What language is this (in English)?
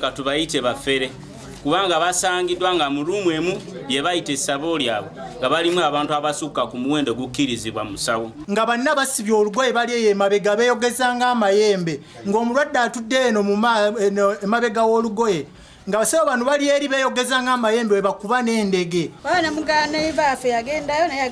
Ganda